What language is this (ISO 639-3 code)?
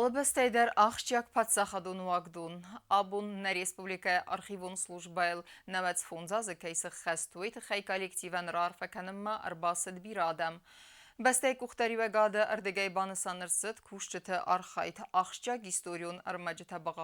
oss